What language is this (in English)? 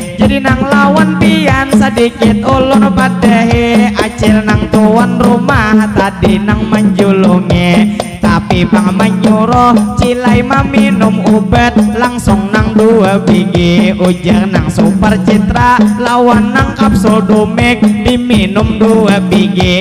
Banjar